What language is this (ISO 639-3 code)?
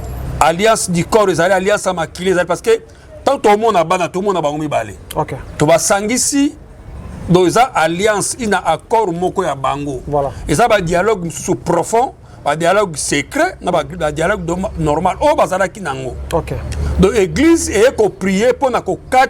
lin